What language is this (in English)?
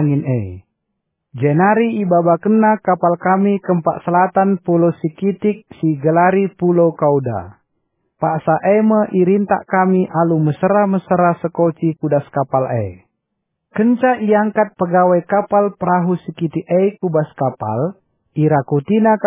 Batak Karo